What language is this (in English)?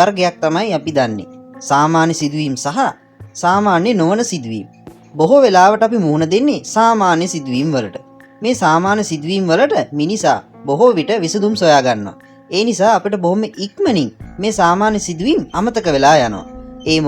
Sinhala